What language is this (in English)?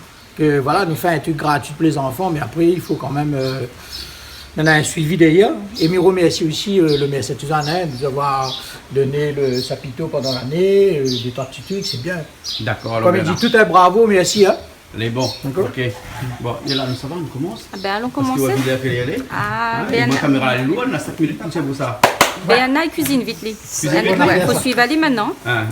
Réunion Creole French